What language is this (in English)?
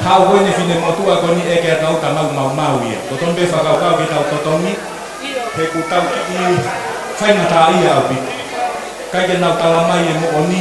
Tongan